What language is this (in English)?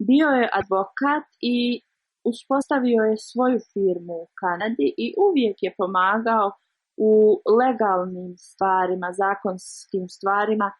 Bosnian